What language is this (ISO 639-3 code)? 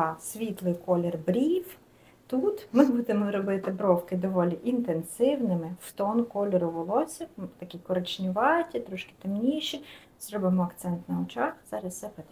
ukr